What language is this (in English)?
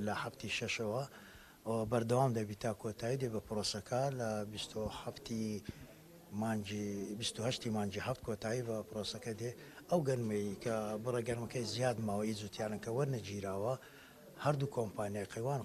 Central Kurdish